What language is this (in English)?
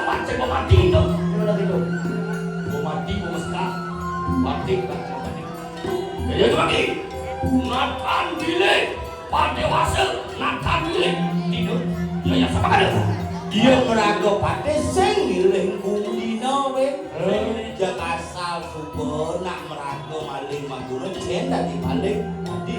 Balinese